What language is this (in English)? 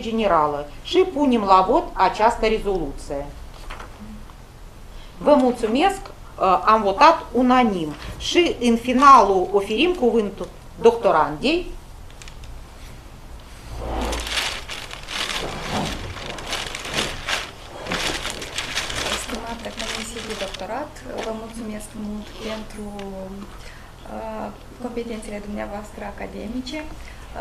Romanian